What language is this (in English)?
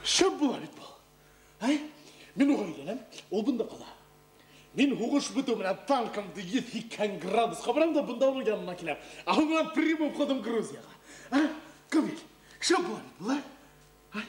Bashkir